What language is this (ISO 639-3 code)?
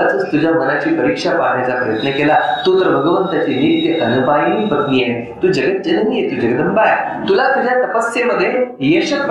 mar